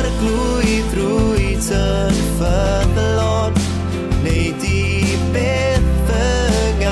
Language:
Welsh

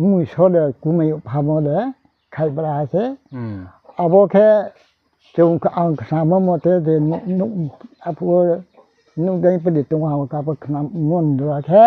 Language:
Riang (India)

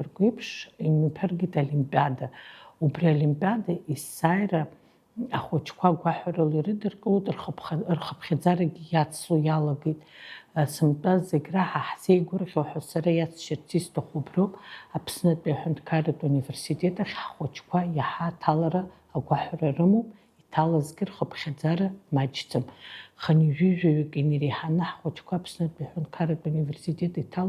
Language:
Abkhazian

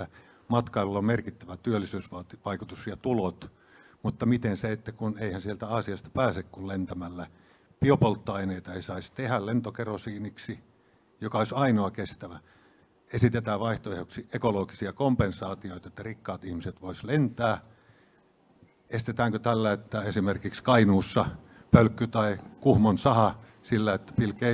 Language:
Finnish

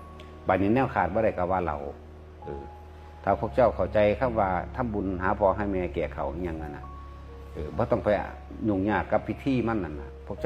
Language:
Northeastern Thai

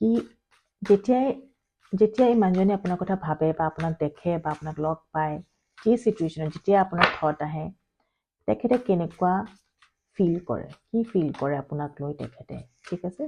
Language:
Assamese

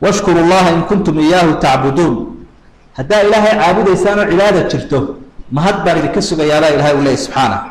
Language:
Somali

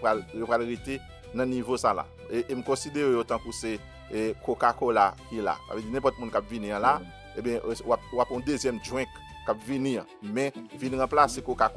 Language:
Haitian Creole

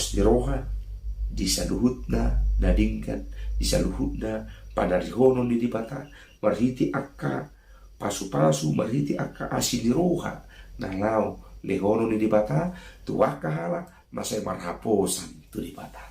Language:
Batak Toba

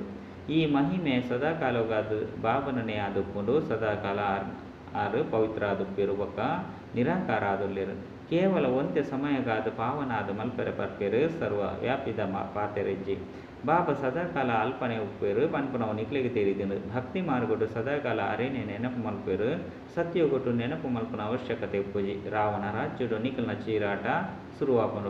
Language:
Tulu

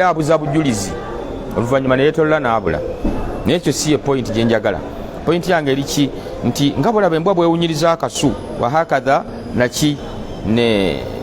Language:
Ganda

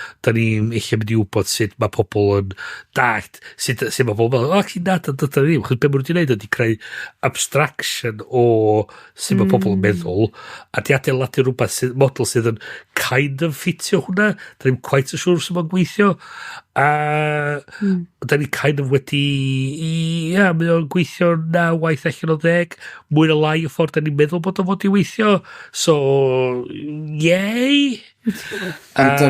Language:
Welsh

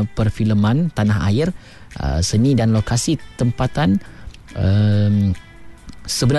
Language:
Malay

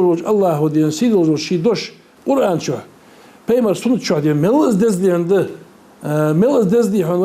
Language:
Ingush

